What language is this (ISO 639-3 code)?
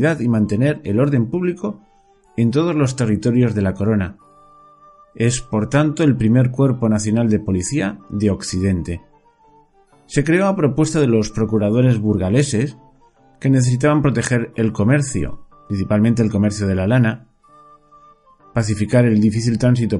spa